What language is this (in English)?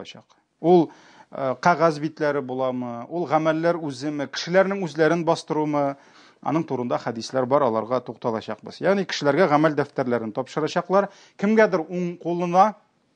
Tatar